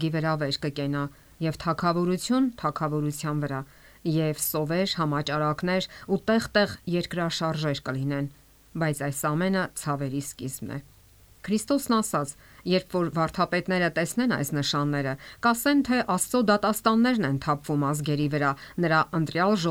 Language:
Armenian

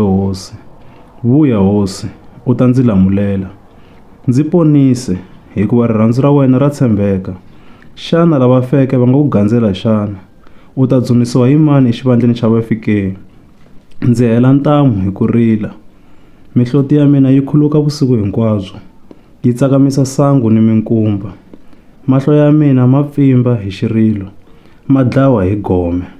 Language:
Tsonga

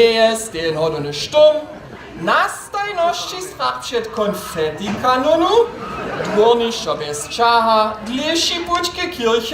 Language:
Upper Sorbian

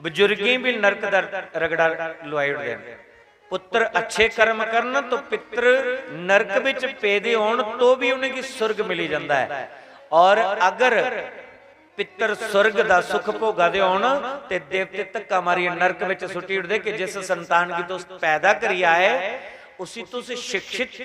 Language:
Dogri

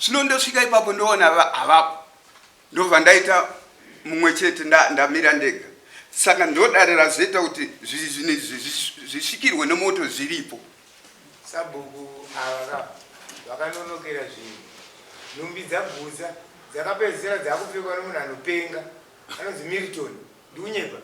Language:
Shona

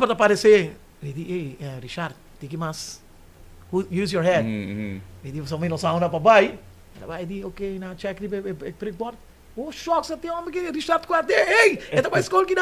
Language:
Papiamento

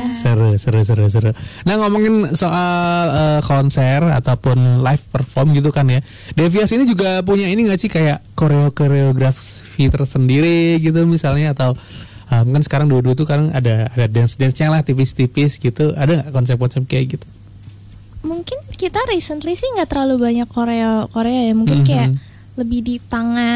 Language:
Indonesian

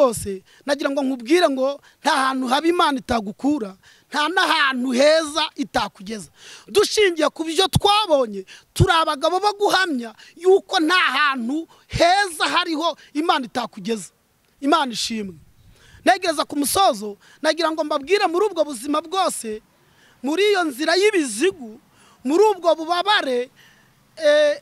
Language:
Kinyarwanda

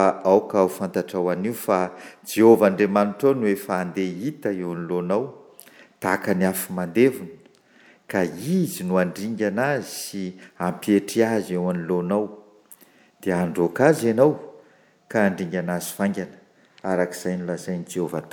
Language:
Malagasy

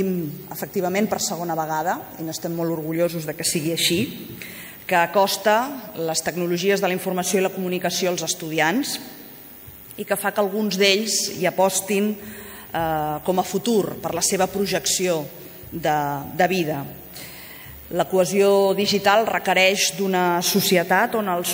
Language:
Catalan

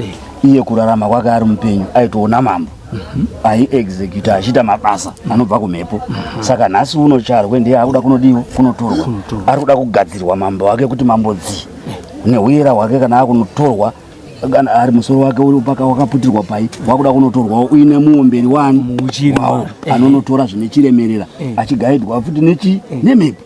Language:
Shona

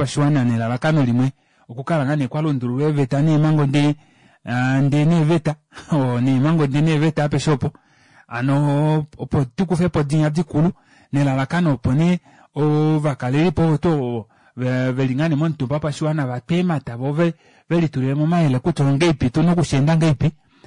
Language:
Kuanyama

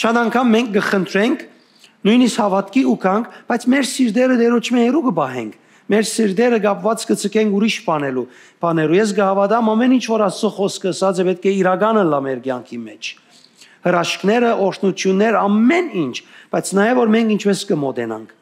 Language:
Western Armenian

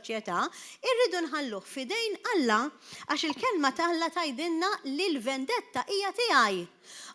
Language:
Maltese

